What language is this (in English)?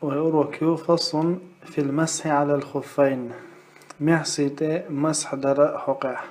Chechen